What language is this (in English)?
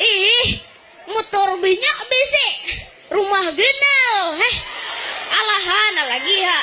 Banjar